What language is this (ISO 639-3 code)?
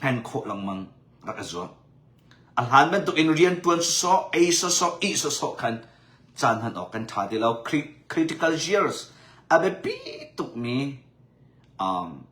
cnh